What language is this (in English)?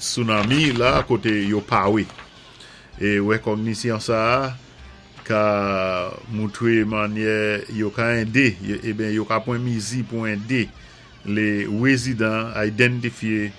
Saint Lucian Creole French